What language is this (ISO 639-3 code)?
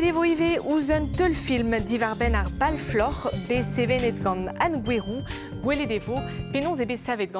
bre